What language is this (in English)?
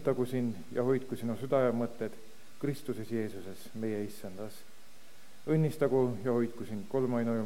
Estonian